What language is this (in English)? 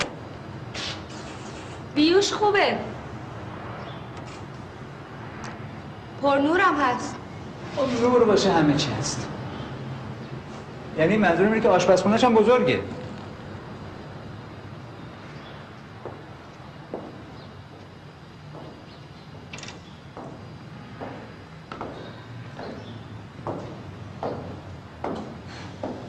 Persian